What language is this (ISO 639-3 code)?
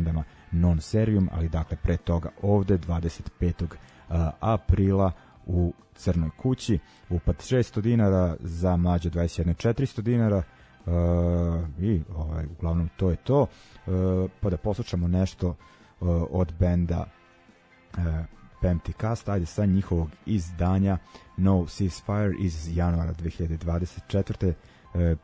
srp